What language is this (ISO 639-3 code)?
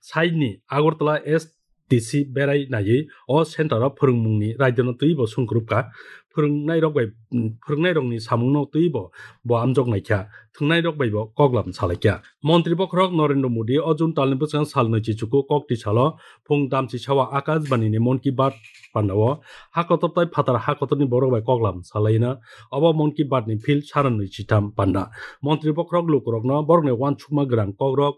trp